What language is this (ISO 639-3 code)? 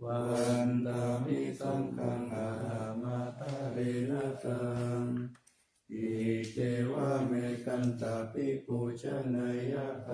pli